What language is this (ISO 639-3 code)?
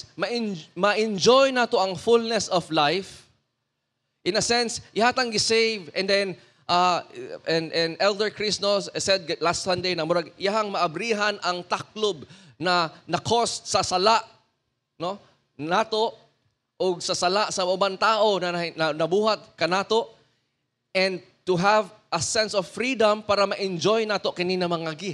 ceb